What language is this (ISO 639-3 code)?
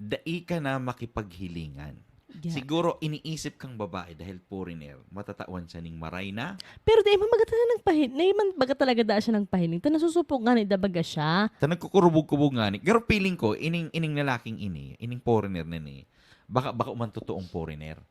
bik